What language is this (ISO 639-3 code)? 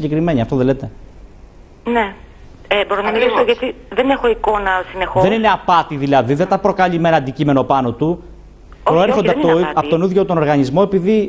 ell